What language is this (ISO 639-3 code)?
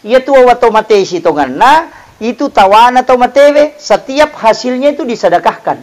bug